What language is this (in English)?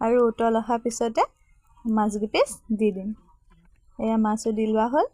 Assamese